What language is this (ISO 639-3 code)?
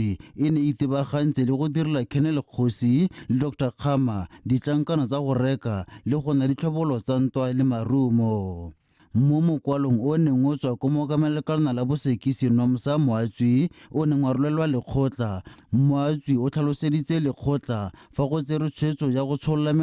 tsn